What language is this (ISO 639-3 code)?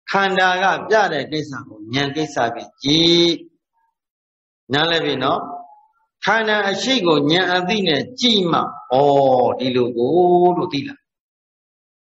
mya